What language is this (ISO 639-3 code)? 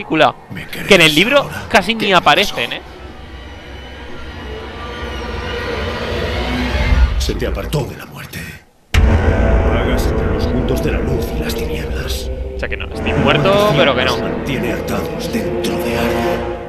spa